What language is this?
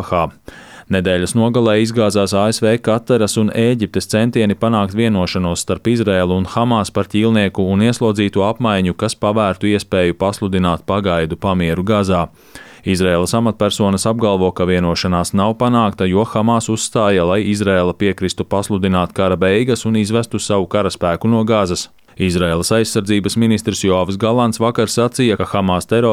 Latvian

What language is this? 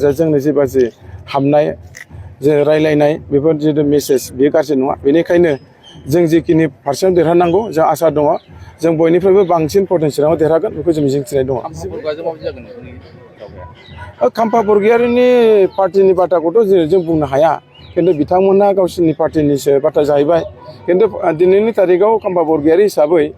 Bodo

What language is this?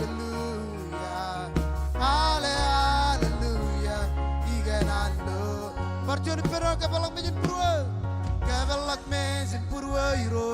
Marshallese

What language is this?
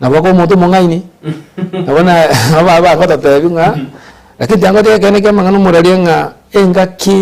Gusii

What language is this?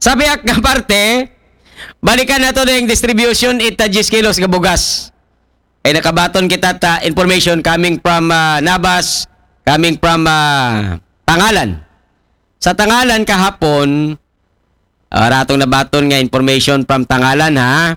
Aklanon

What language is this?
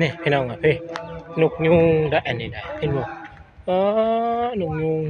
Northeastern Thai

